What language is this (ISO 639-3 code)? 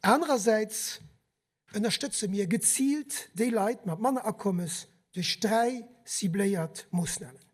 ltz